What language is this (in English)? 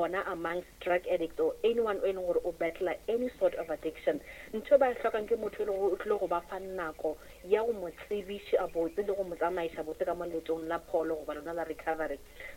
Northern Sotho